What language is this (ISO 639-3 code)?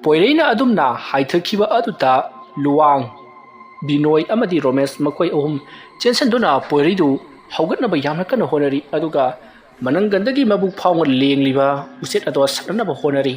mni